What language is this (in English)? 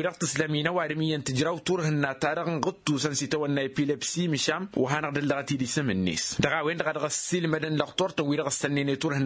Tamasheq